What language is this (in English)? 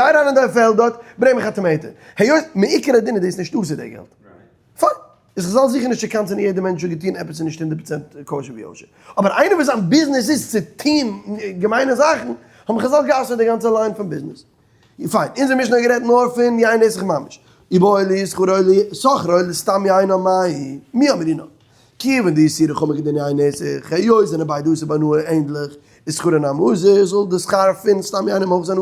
Yiddish